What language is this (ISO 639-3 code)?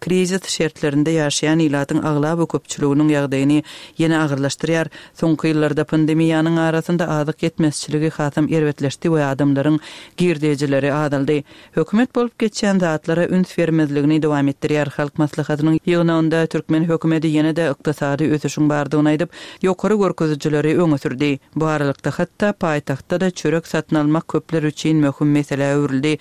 tuk